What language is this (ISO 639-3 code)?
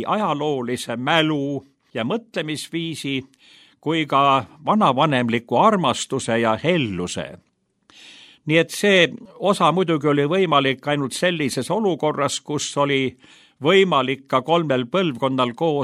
est